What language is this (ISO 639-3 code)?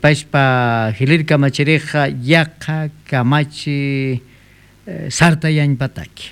aym